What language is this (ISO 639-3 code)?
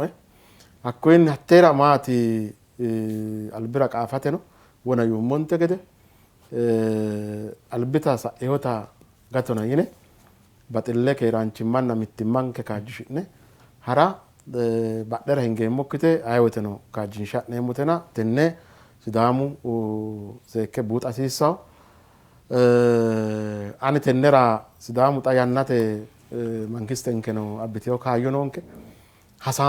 sid